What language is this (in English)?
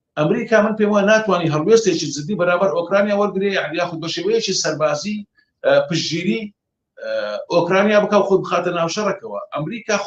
Central Kurdish